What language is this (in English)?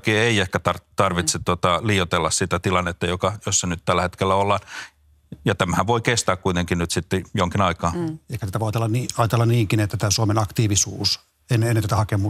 Finnish